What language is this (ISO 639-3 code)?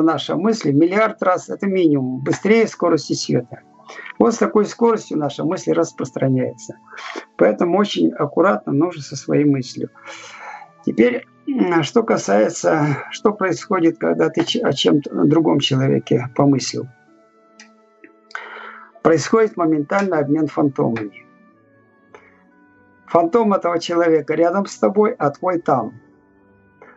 rus